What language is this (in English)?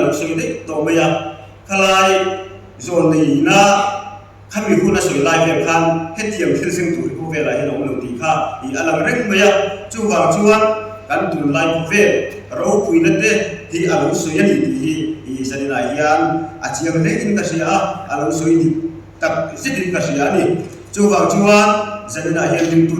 Mizo